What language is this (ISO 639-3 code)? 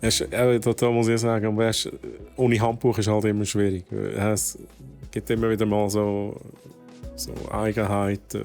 gsw